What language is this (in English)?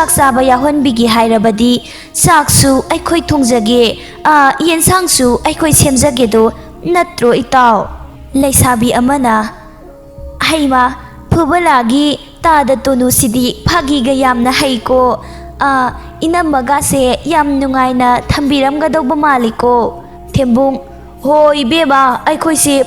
Manipuri